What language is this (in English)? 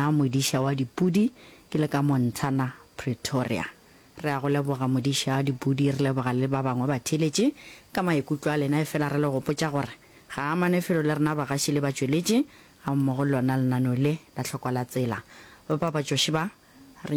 Northern Sotho